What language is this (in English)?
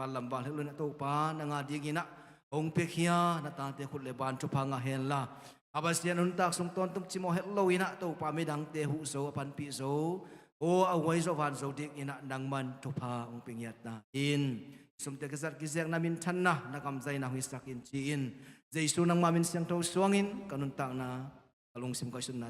Tedim Chin